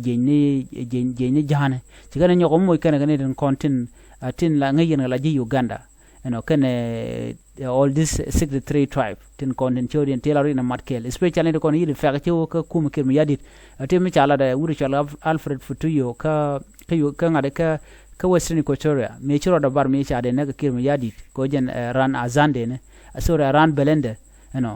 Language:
Nuer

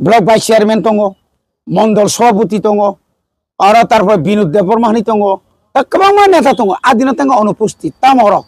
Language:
Kok Borok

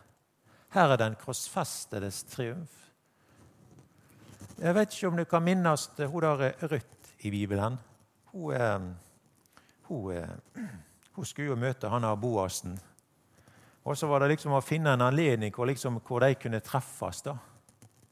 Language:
Norwegian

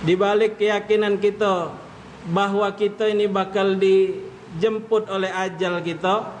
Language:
Musi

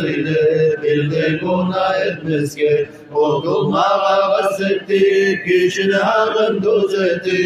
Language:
Kumyk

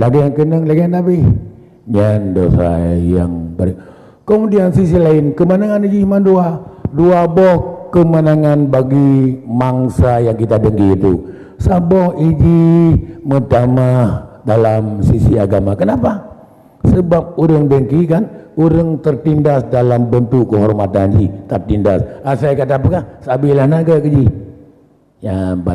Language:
Achinese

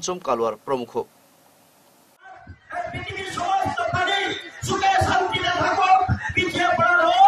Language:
Bangla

